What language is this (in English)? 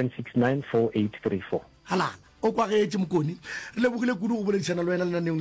Northern Sotho